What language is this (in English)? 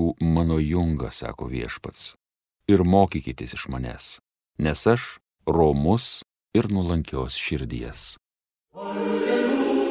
Lithuanian